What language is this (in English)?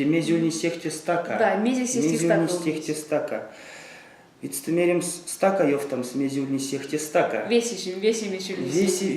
Erzya